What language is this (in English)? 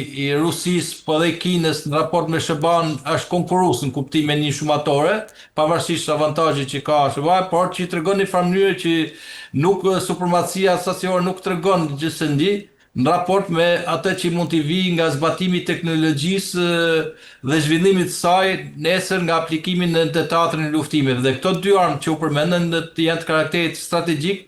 Albanian